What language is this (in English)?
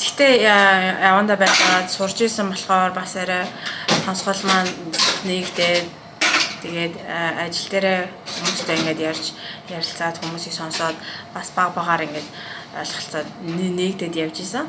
Mongolian